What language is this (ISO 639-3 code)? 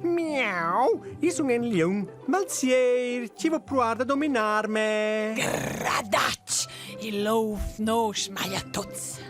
roh